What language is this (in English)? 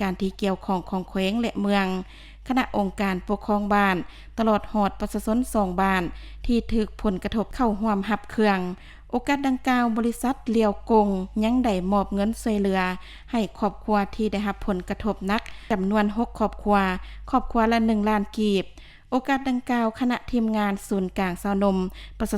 Lao